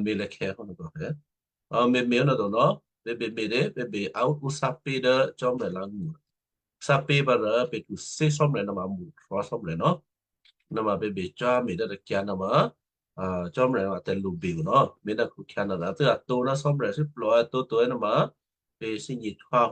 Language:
Western Kayah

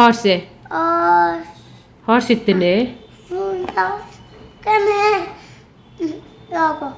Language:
Tulu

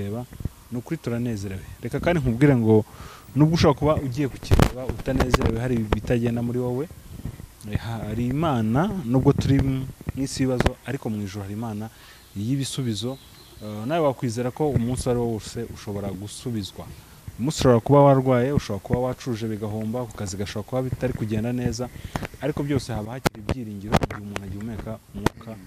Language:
Kinyarwanda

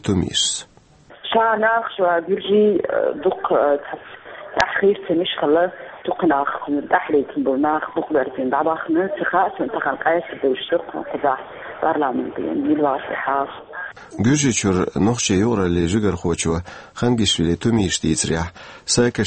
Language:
Chechen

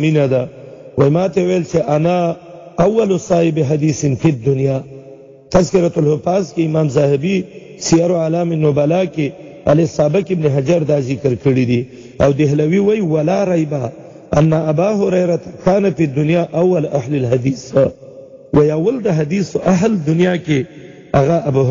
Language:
Pashto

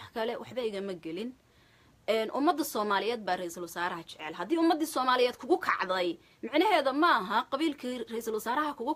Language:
Somali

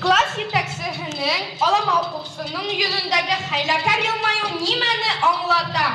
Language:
Bashkir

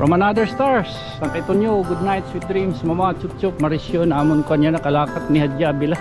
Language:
Waray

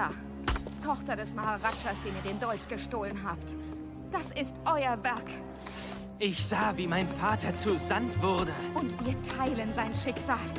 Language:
Bavarian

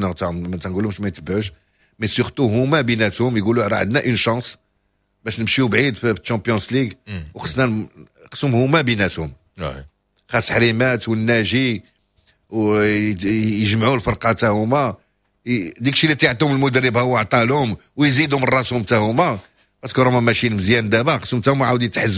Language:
Moroccan Arabic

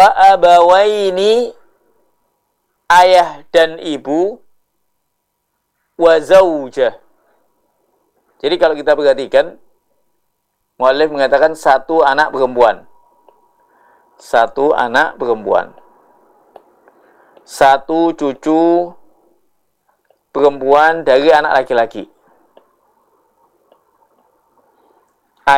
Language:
Indonesian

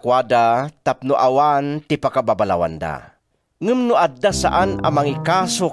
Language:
Iloko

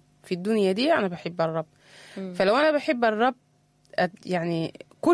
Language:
Sudanese Arabic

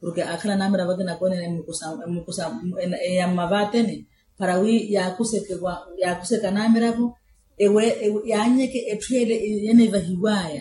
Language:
Makhuwa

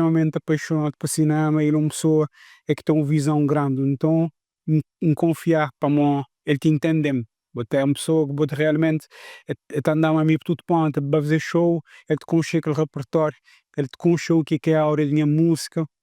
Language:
Kabuverdianu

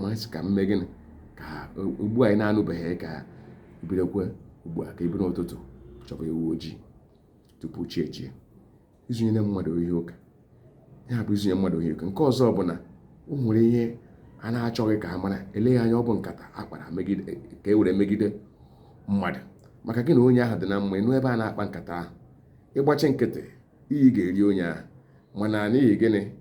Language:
Igbo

